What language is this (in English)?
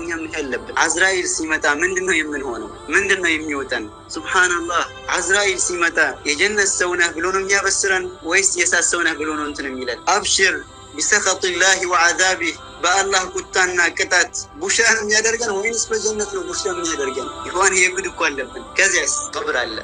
Amharic